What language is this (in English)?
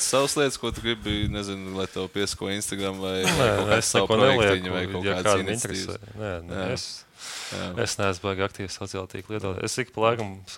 Latvian